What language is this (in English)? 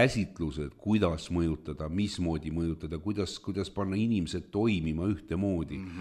Estonian